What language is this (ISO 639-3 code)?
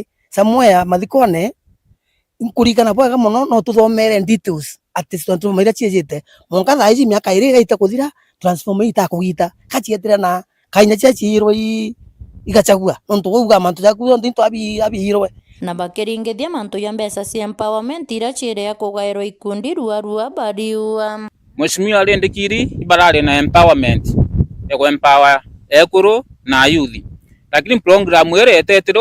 mer